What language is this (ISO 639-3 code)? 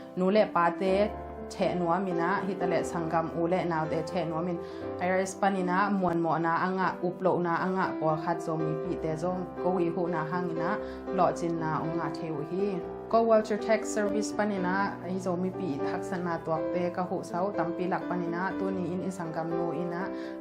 ctd